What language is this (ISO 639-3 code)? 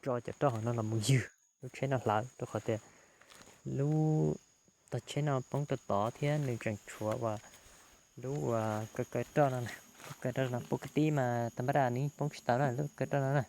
hmn